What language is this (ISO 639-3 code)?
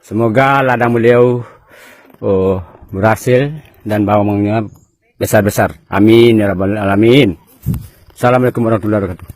min